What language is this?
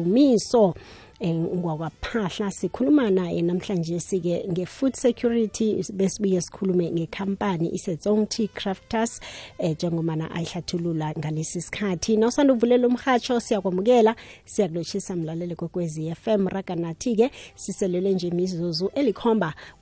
South Ndebele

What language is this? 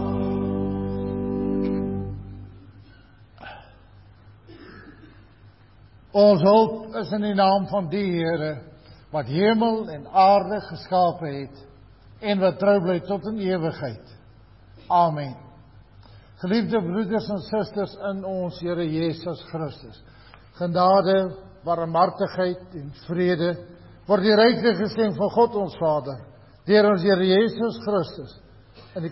Afrikaans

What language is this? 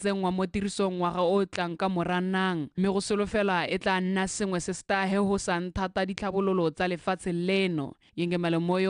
Tswana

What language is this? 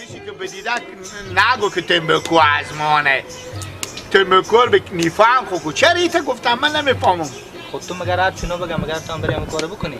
Persian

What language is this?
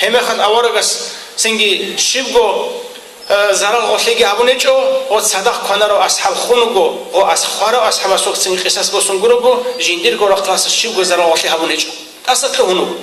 Avaric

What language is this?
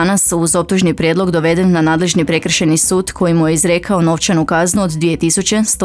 Croatian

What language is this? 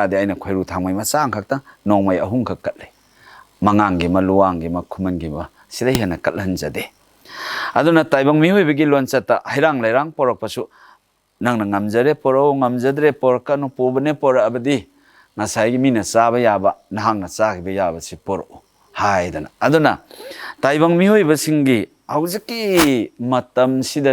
Manipuri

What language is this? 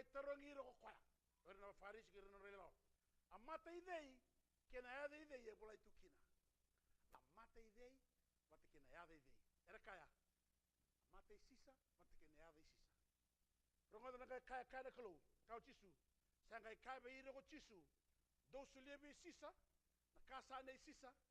Fijian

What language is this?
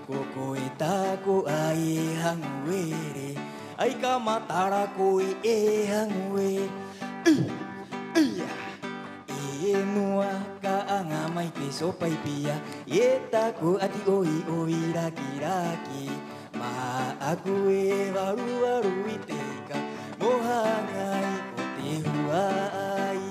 Rapanui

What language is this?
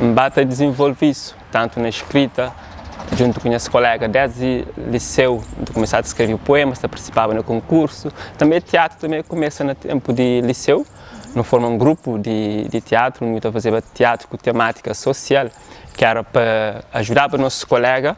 Kabuverdianu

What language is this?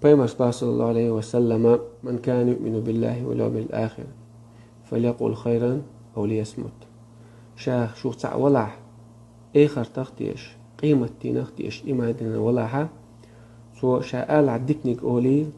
Chechen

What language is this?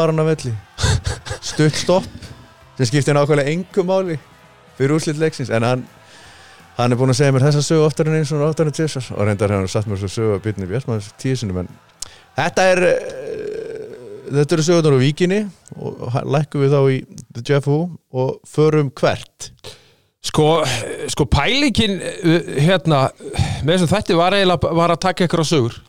Icelandic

